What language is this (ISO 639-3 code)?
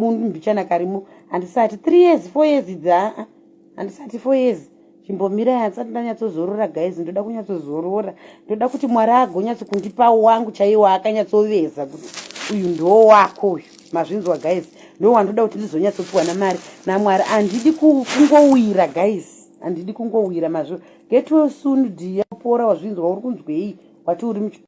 sna